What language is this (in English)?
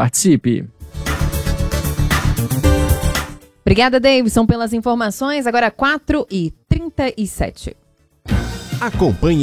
Portuguese